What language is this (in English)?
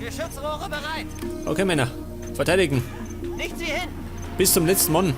Bavarian